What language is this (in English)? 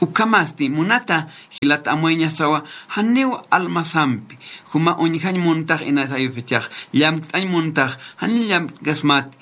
Aymara